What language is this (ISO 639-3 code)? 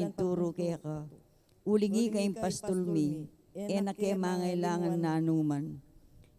pam